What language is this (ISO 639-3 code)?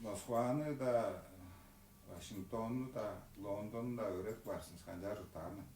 tyv